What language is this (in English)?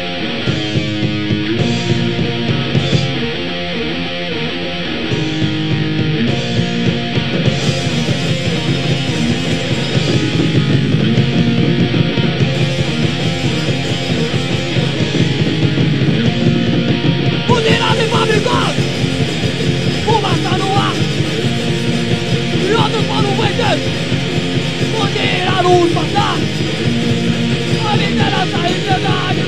Portuguese